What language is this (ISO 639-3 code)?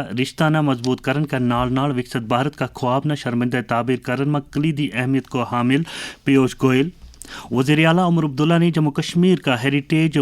gju